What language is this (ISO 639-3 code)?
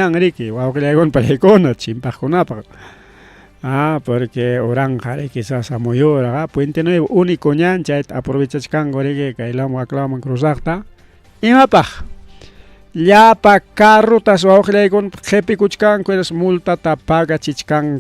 quy